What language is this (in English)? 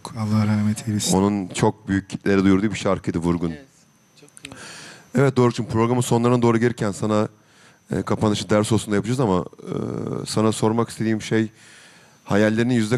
Turkish